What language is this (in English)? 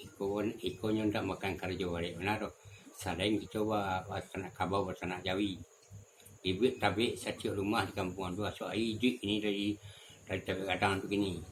Minangkabau